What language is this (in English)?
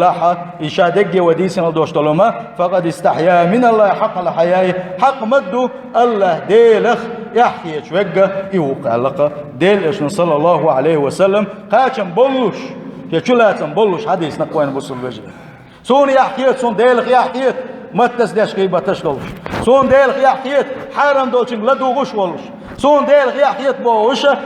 Chechen